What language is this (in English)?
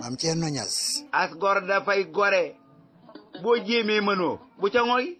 Wolof